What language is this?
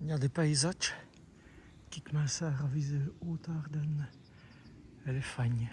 Walloon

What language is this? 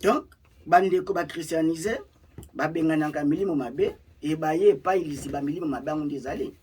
Lingala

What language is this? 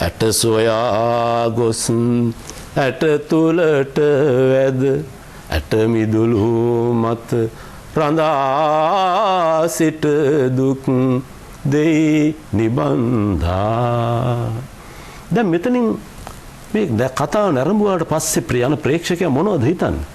Sinhala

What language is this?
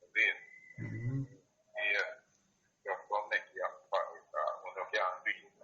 Jamaican Creole English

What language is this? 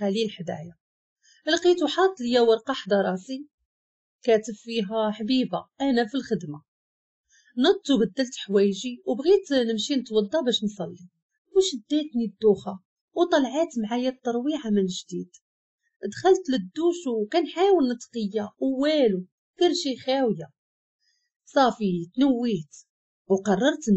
Moroccan Arabic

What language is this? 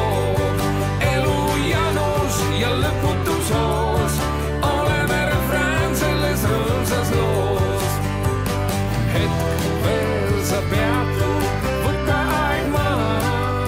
Estonian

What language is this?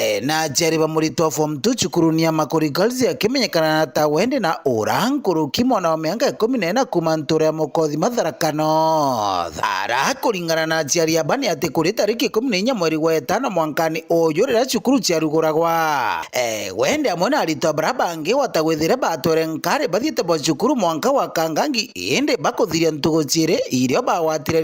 Meru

